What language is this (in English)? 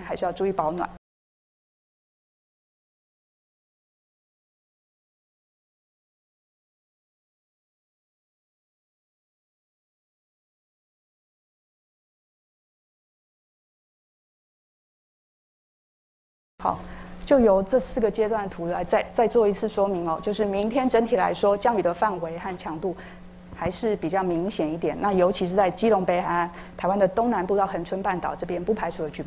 Chinese